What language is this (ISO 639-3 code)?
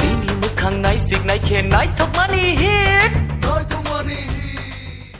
trp